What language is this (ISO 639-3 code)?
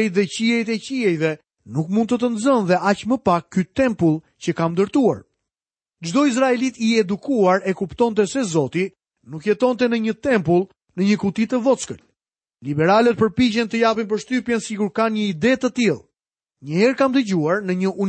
sqi